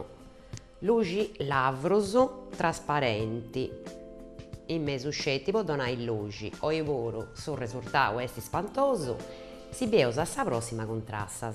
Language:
Sardinian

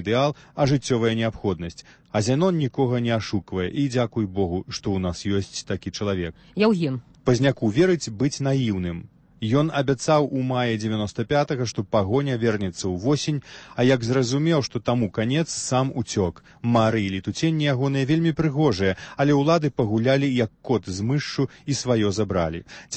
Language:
Belarusian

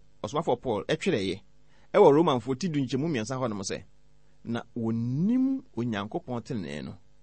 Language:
Akan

